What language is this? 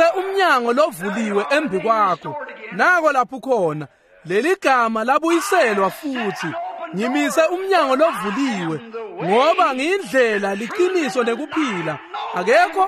Swati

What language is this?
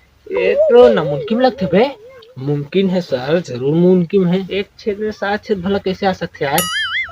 Chhattisgarhi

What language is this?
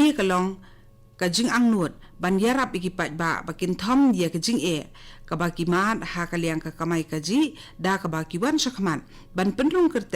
Khasi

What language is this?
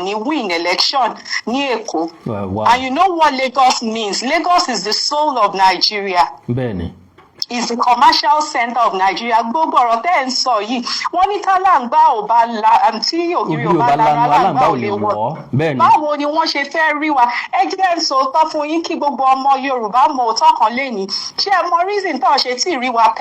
Yoruba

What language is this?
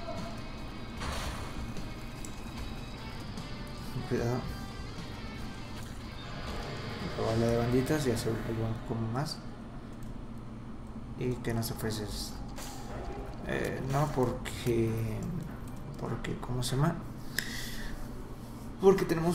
Spanish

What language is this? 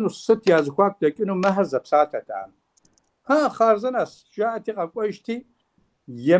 Kabardian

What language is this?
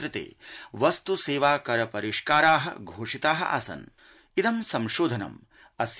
Sanskrit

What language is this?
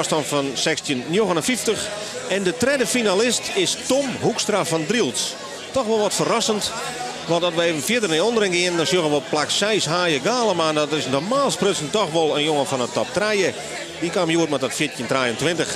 Western Frisian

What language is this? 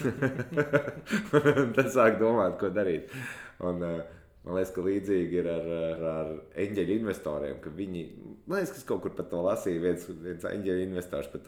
Latvian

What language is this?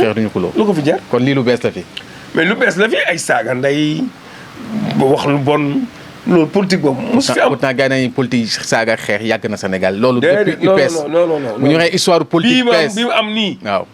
Wolof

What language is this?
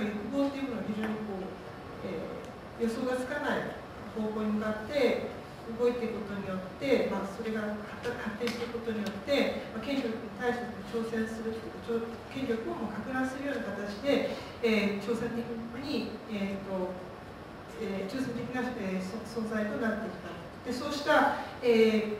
Japanese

